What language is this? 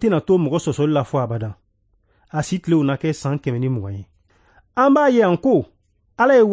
Bambara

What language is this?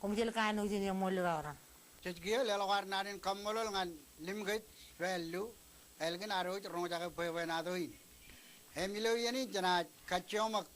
Marshallese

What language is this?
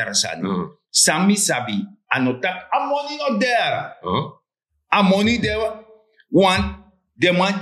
Sranan Tongo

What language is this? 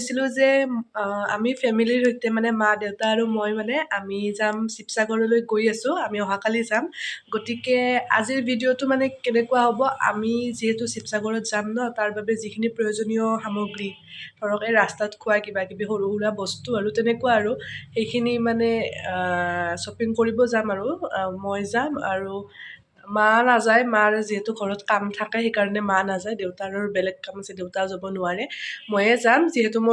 Assamese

